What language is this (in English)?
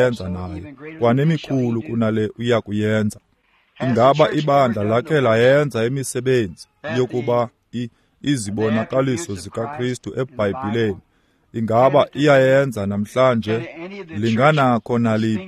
Xhosa